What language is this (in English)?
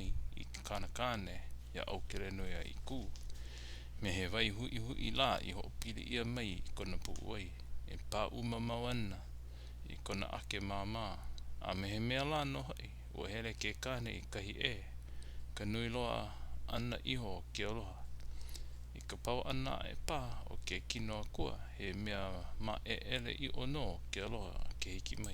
Hawaiian